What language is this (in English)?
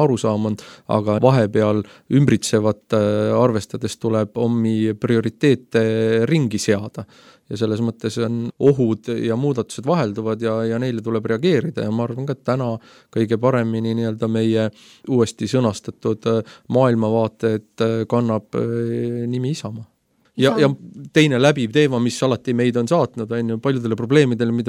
Estonian